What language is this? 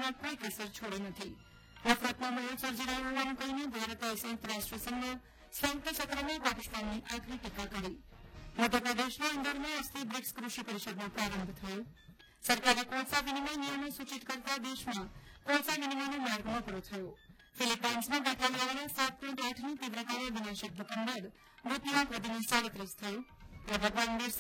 Gujarati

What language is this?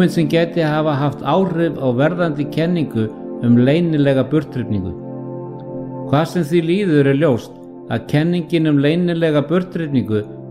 Icelandic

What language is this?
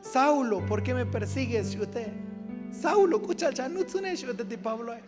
Tzotzil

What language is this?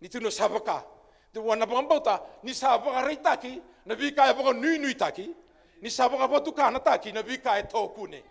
Fijian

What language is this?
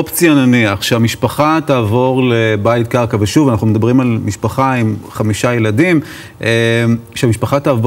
Hebrew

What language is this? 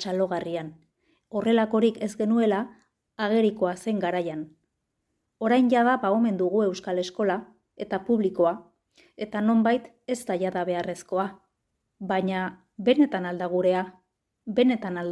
Basque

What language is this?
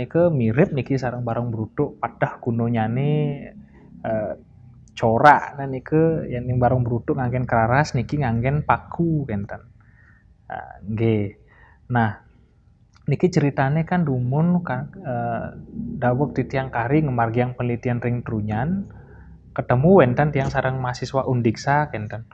Balinese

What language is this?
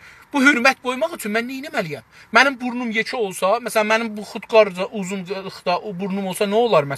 South Azerbaijani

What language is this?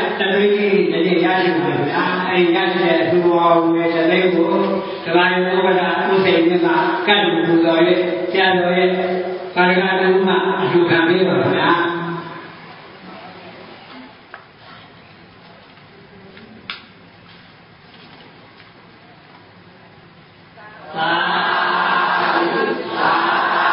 Burmese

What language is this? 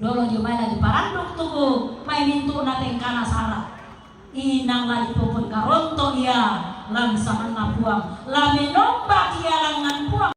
Toraja-Sa'dan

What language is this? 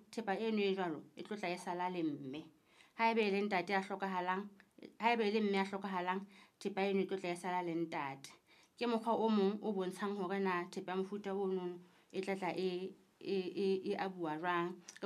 Southern Sotho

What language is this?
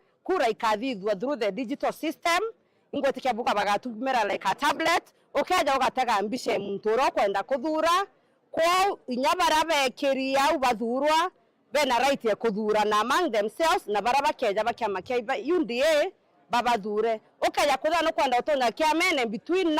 Meru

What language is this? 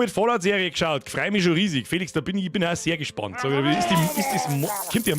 Bavarian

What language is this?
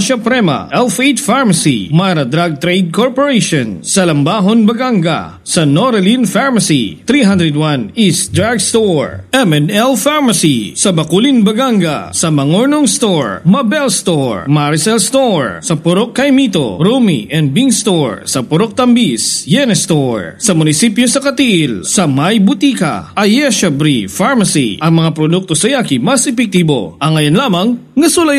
Cebuano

